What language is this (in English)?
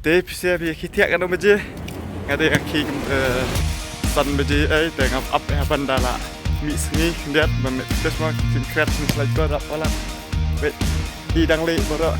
Khasi